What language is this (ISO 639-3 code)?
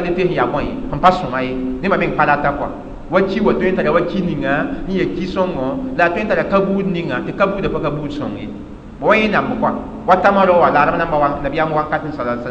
mos